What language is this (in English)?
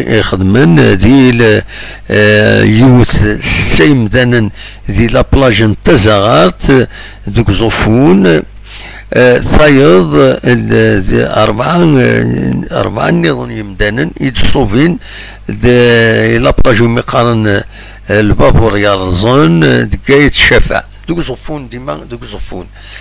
Kabyle